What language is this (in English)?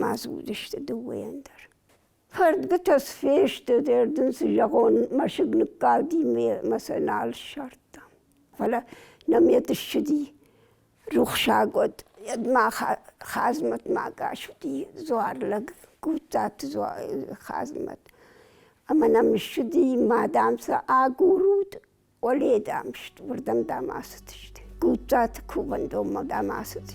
Ossetic